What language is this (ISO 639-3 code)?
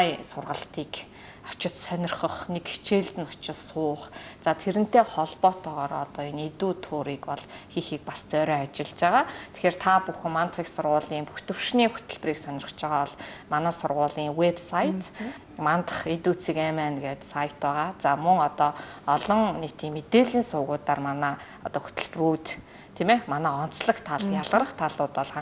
mon